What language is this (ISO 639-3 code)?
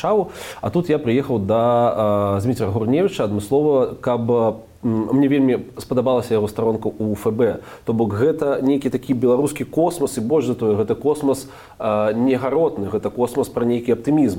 bel